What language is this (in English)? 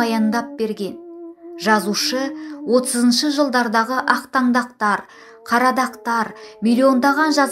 Kazakh